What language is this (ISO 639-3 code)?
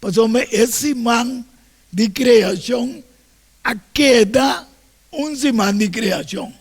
pap